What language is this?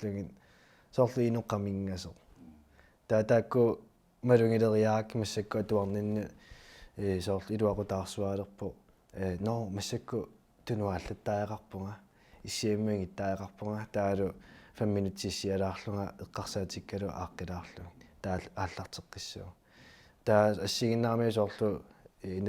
Kalaallisut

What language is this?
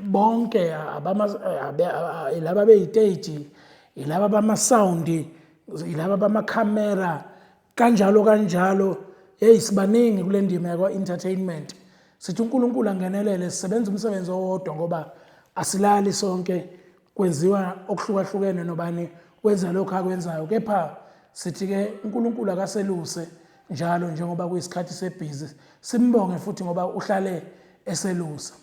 Zulu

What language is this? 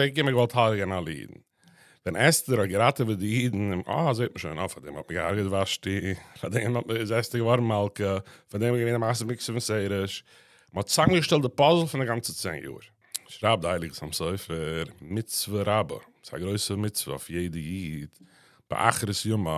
Yiddish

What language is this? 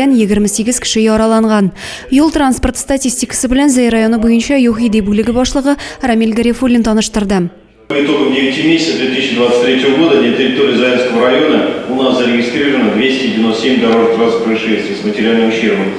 Tatar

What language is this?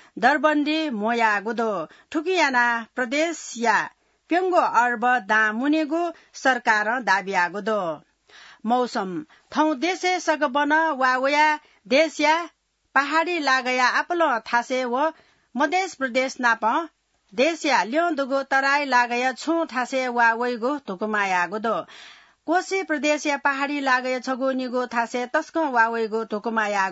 Newari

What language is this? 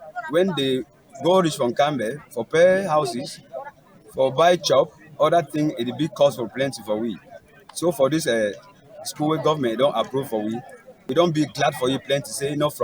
Cameroon Pidgin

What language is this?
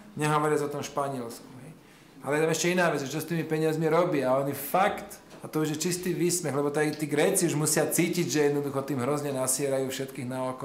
Slovak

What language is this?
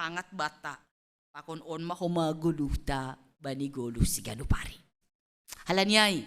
Batak Simalungun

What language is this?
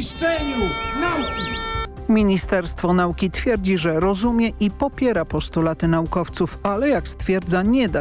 Polish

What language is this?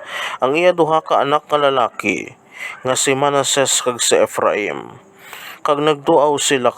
Hiligaynon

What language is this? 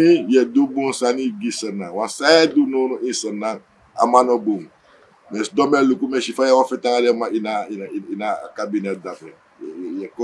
Sranan Tongo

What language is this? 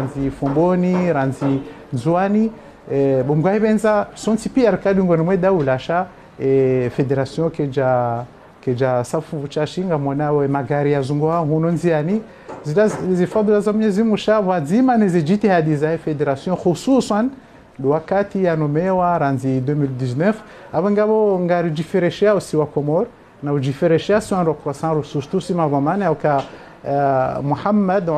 Ngazidja Comorian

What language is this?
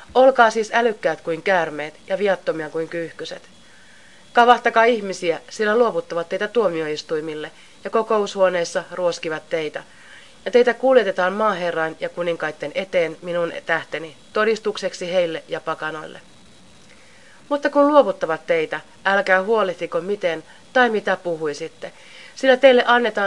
Finnish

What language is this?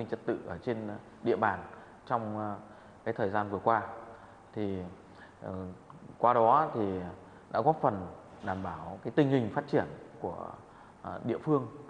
Vietnamese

